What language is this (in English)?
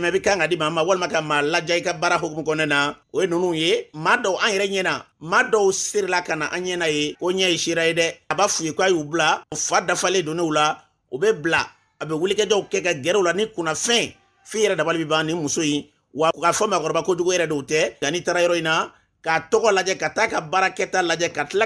Bambara